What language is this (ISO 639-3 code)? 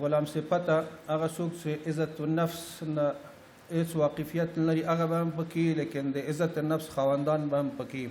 pus